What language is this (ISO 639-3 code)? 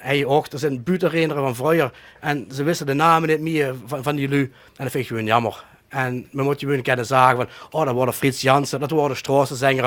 lim